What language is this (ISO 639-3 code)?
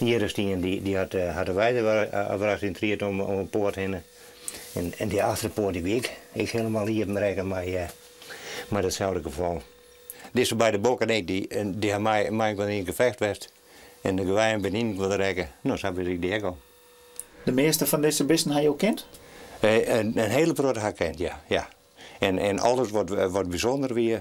fry